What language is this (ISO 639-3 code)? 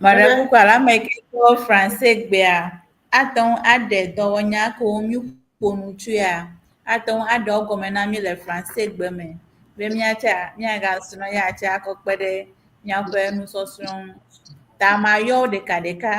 ewe